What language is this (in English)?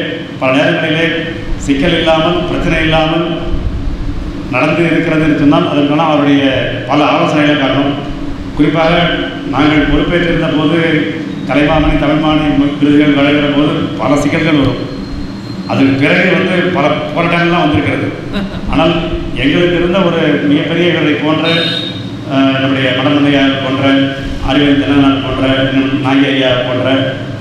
Tamil